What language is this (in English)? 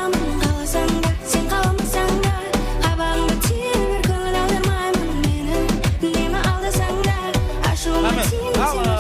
Kara-Kalpak